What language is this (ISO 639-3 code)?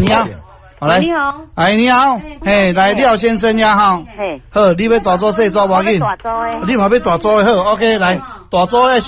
nan